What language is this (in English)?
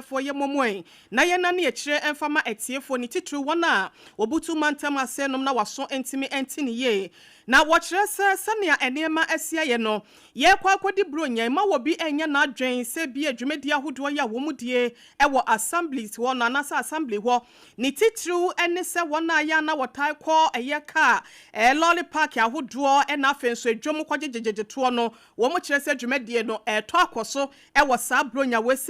Akan